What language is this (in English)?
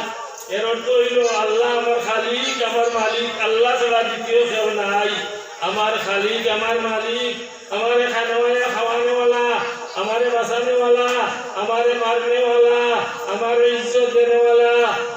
Sylheti